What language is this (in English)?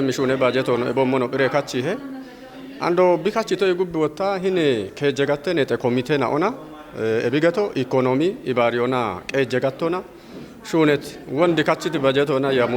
Kafa